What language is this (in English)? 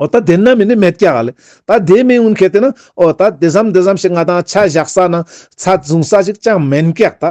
Ladakhi